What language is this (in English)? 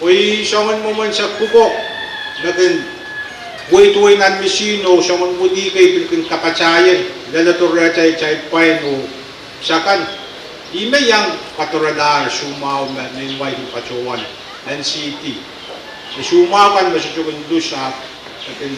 Pohnpeian